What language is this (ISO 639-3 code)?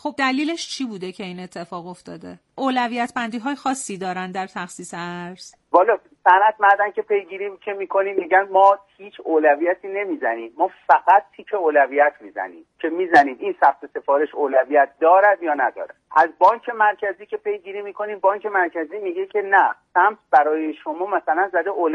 fas